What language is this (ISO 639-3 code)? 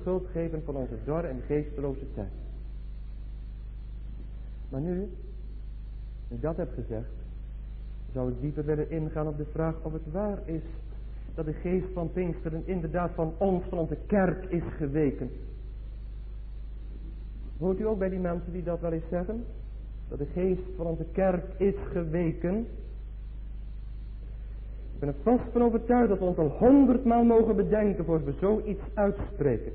nld